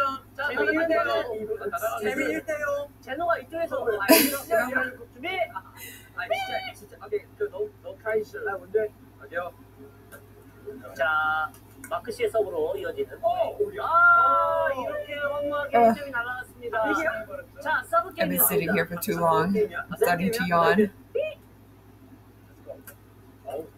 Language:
Korean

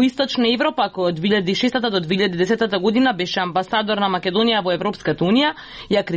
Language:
Macedonian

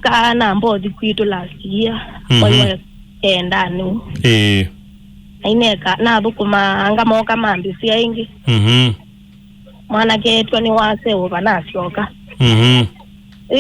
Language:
Kamba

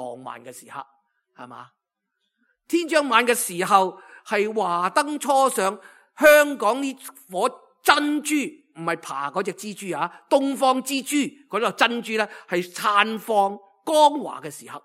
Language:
Cantonese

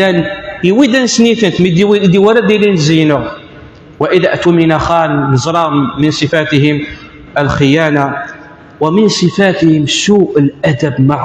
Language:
Kabyle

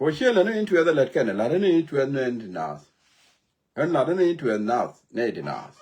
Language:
Nuer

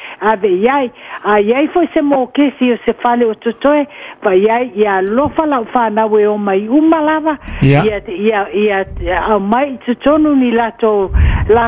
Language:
Samoan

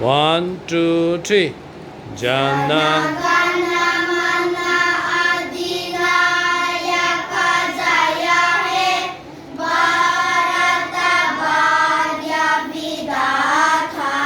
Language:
Mizo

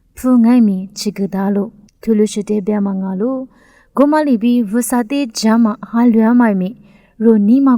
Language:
Lisu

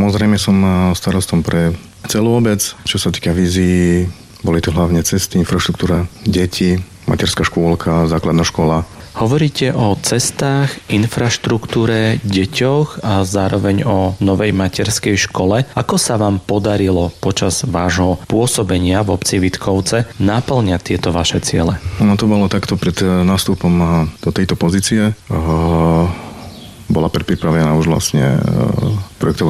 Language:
Slovak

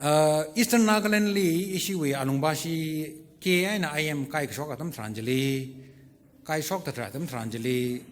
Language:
Tangkhul Naga (India)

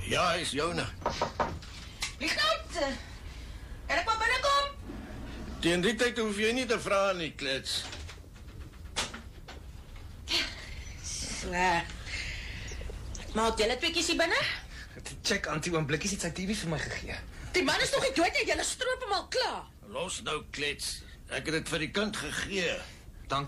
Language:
Afrikaans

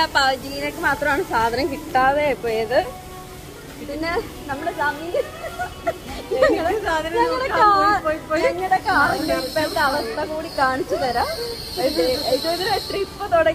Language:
Malayalam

